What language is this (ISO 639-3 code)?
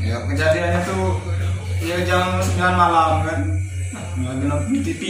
mui